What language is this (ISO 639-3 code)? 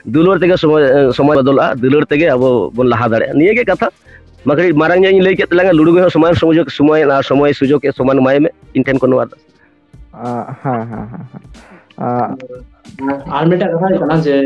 sat